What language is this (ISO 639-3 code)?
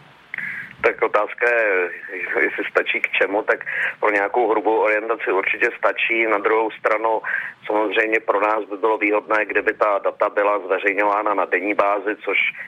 ces